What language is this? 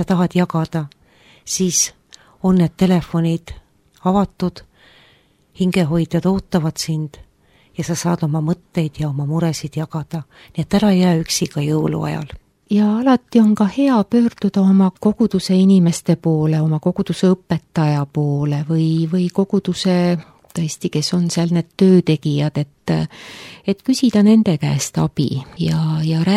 Estonian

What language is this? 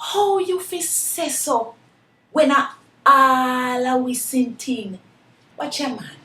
Jamaican Creole English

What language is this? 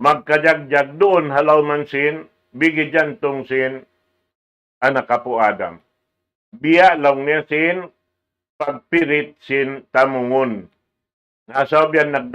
Tausug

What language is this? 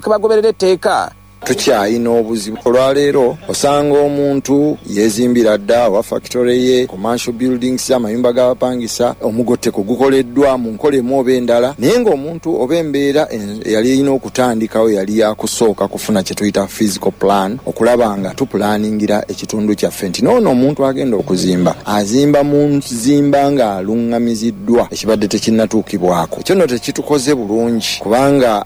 Ganda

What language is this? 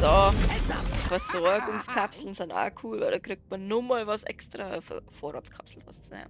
Bavarian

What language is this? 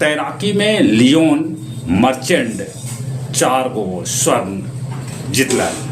Magahi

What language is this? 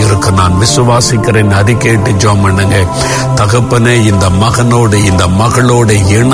Tamil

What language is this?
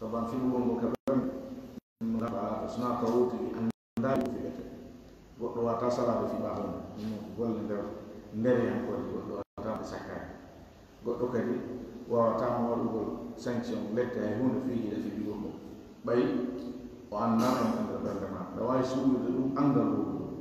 Fula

